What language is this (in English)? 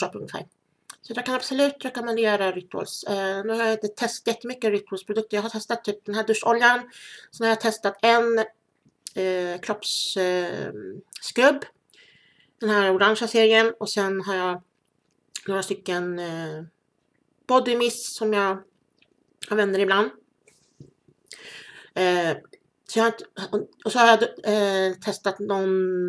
Swedish